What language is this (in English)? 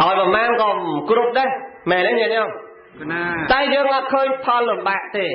Khmer